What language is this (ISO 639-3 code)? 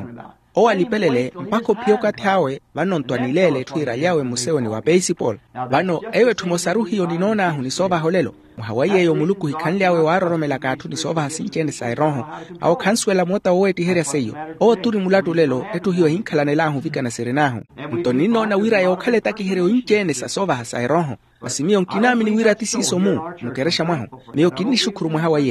vmw